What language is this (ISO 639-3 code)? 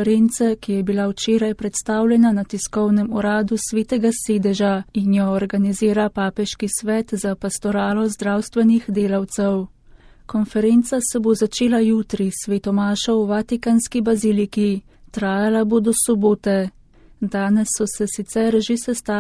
slv